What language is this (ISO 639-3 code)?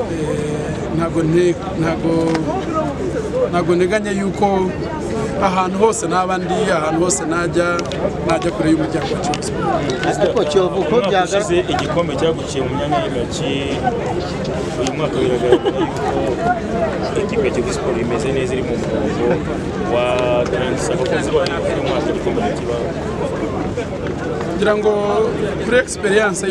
kin